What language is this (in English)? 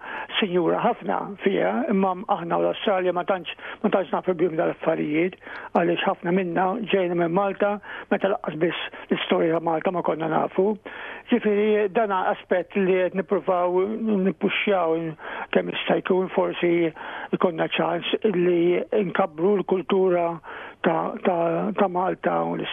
Maltese